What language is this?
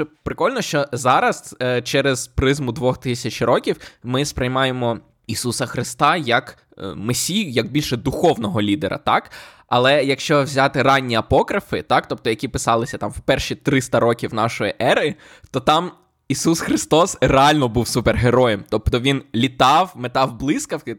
Ukrainian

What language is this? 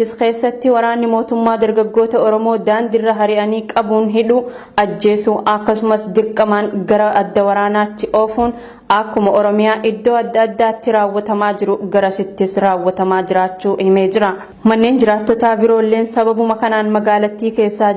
Oromo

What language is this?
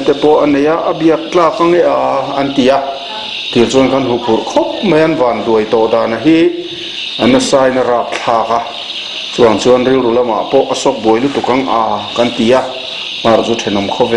Mizo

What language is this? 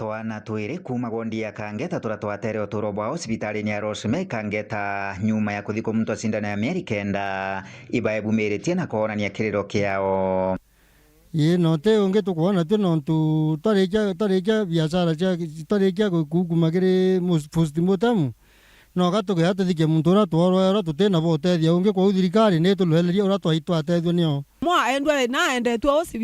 Meru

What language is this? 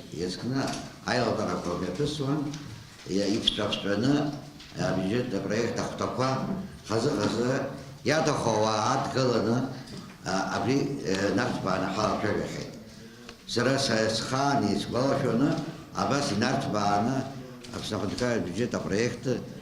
Abkhazian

